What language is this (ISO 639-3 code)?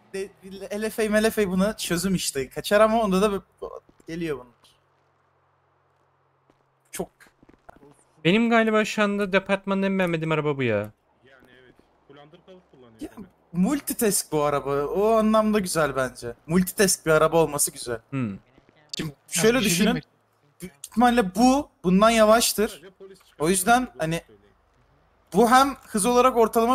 tur